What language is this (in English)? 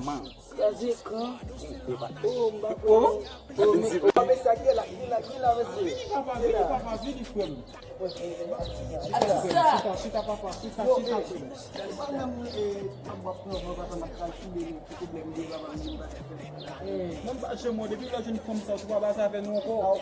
Haitian Creole